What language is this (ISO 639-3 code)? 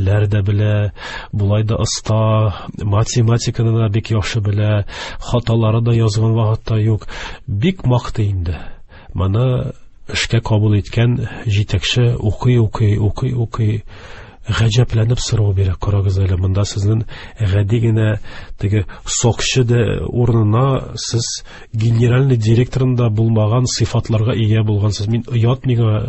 tat